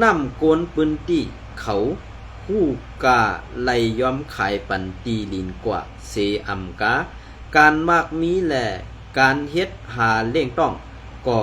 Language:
Shan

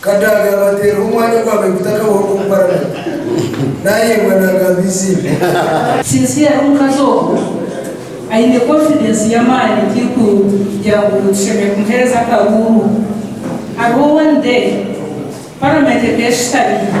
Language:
Nyankole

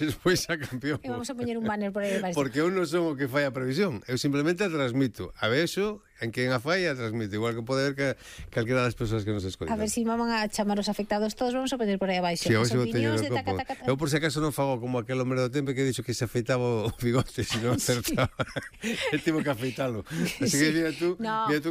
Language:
Galician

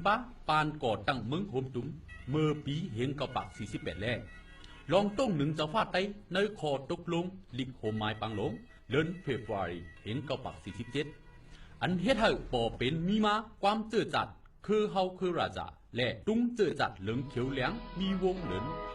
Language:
Shan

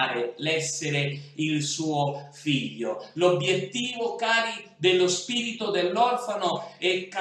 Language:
Italian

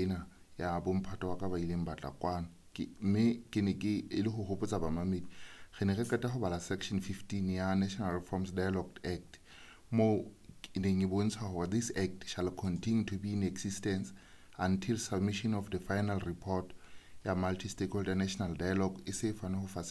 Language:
Southern Sotho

